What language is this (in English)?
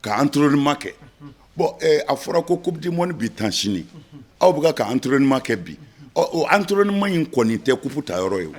Bambara